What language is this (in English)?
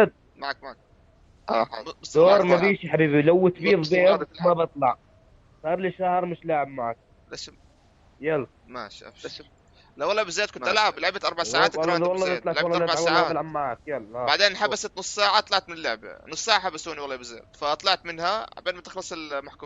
North Levantine Arabic